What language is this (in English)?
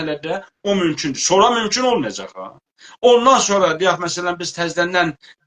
South Azerbaijani